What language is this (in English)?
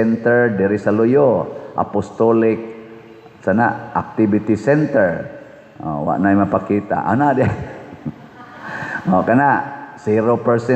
Cebuano